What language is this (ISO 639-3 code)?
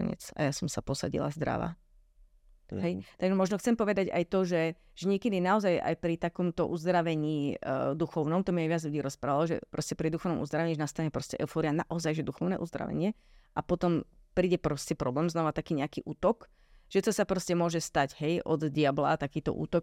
slk